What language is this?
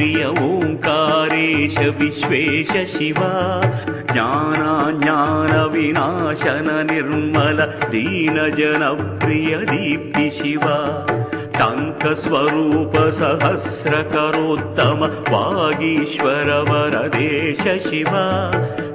Sanskrit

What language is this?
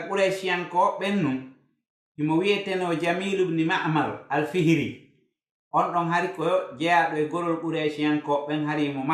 Fula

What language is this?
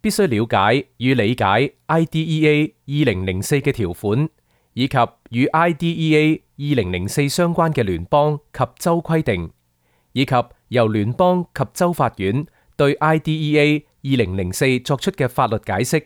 Cantonese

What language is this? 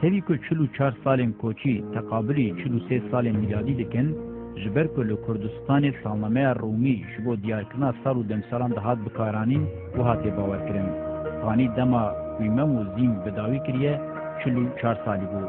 Kurdish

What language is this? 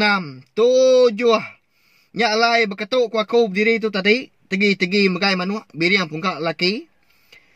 Iban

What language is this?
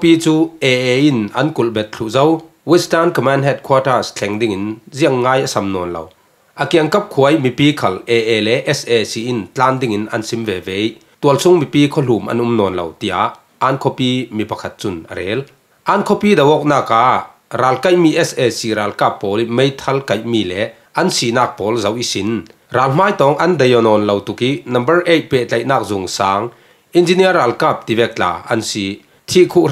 Falam Chin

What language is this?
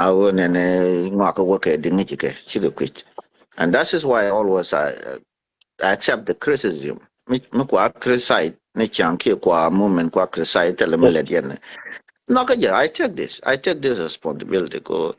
Nuer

